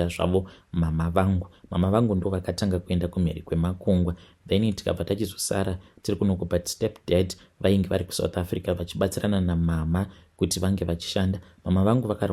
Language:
Shona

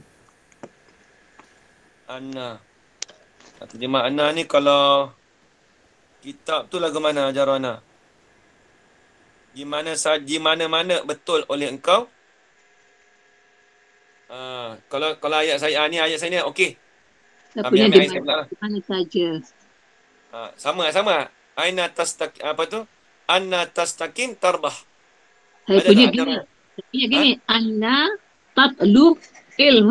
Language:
Malay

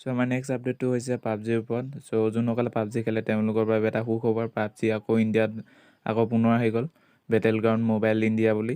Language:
Assamese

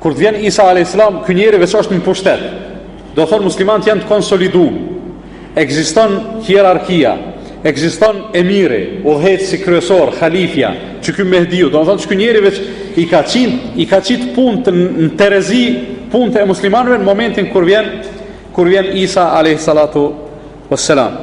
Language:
Albanian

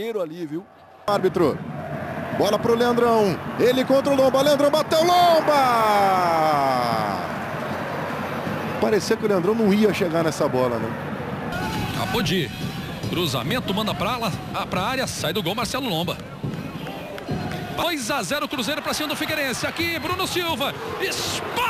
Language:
Portuguese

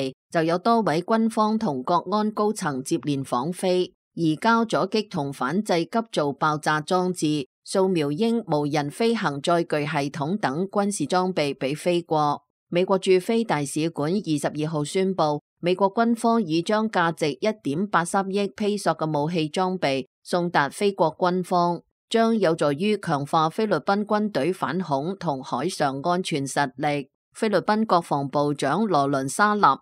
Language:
Cantonese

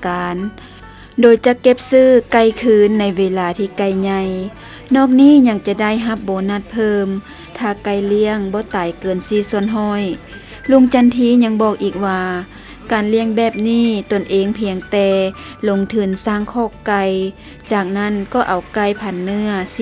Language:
Lao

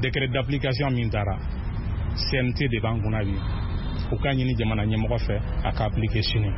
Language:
Bambara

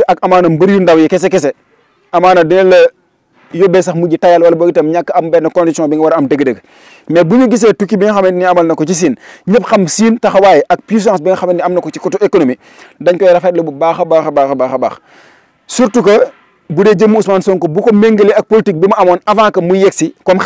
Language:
Wolof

